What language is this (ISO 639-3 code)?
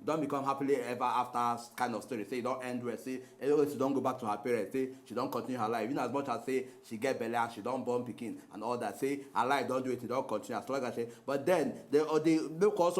pcm